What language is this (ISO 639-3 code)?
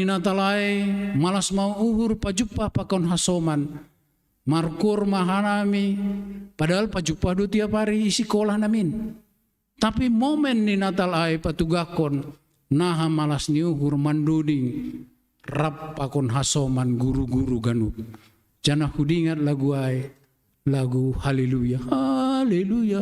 bts